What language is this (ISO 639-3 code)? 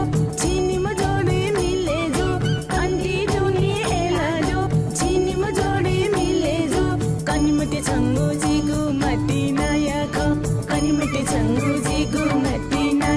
new